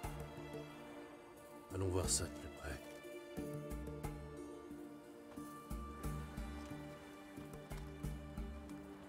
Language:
French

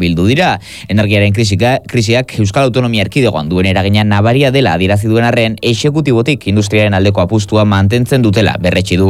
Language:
Basque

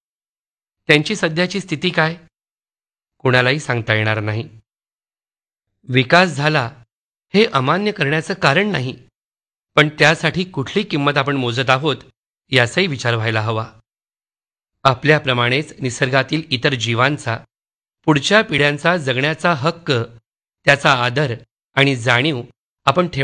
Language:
Marathi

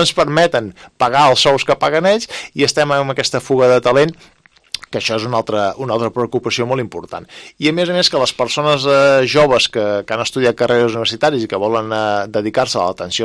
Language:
Catalan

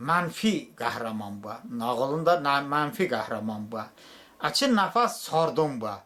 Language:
Talysh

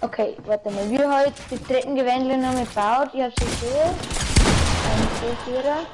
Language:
Bavarian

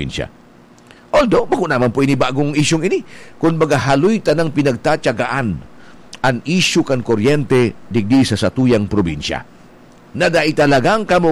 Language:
Bikol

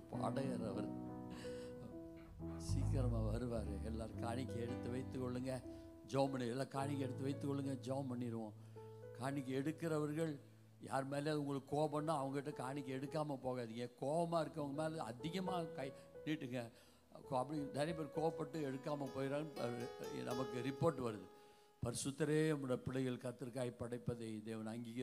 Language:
Tamil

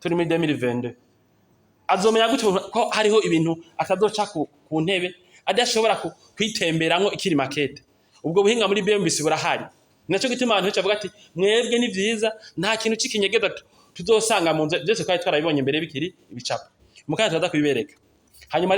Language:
Rundi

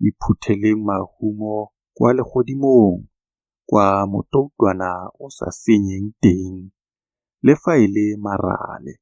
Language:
Tswana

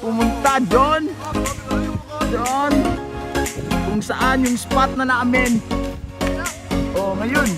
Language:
Filipino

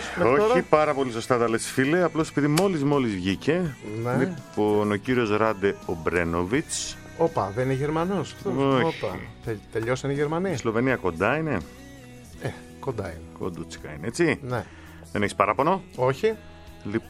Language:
Greek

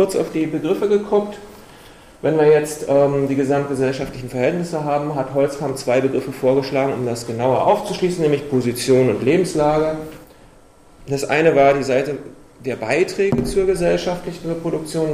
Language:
German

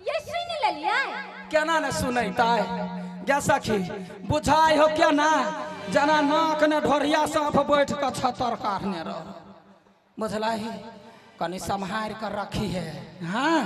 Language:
Maithili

